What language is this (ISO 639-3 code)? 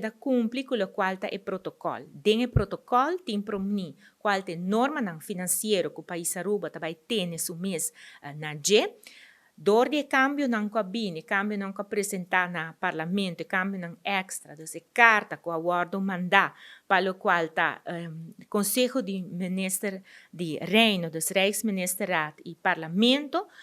pap